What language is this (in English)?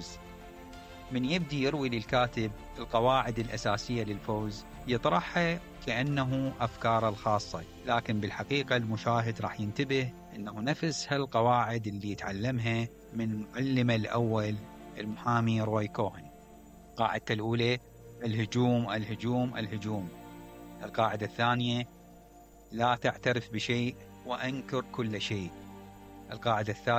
Mesopotamian Arabic